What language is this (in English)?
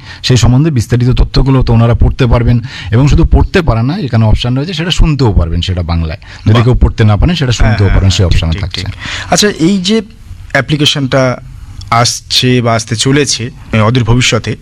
Bangla